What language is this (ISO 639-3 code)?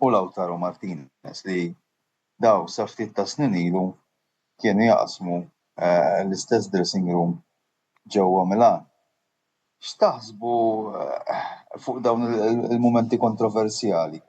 mlt